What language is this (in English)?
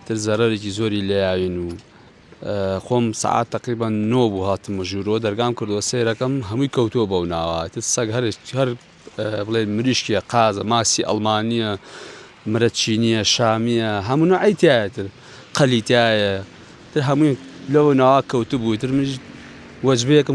Central Kurdish